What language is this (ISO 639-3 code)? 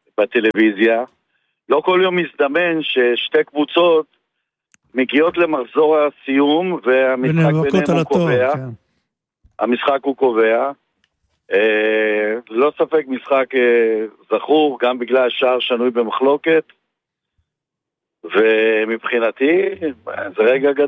heb